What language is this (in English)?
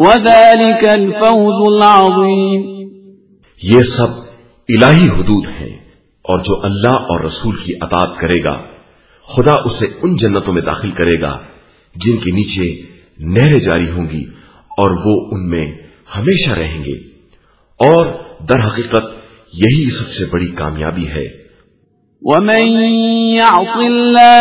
Urdu